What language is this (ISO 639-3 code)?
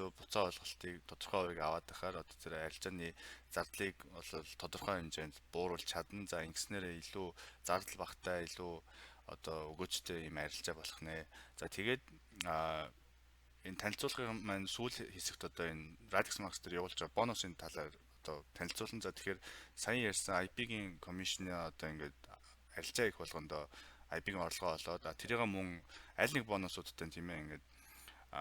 mon